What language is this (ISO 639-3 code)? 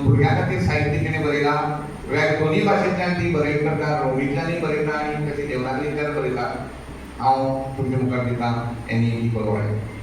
kok